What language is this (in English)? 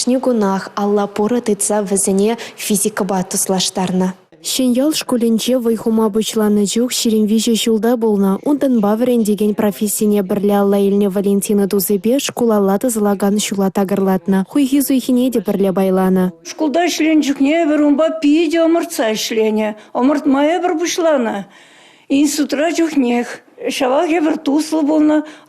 Chuvash